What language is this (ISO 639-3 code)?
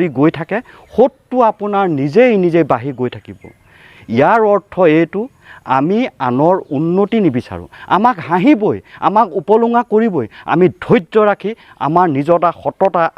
asm